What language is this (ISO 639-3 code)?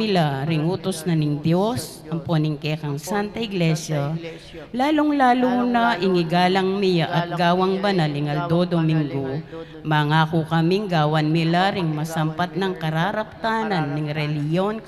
pam